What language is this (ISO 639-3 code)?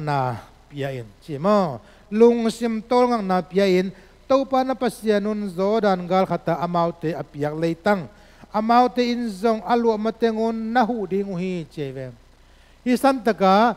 ctd